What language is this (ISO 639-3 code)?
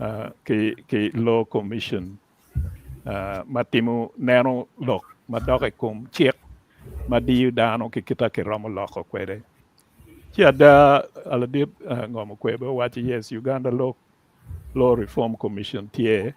ach